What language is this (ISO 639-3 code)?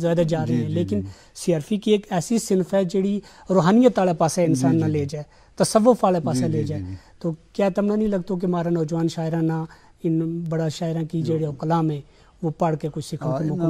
gju